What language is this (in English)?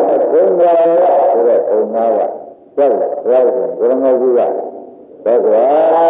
Burmese